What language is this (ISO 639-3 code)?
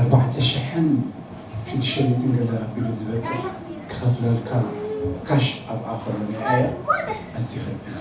tir